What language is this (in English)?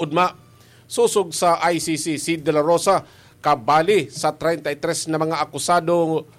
Bikol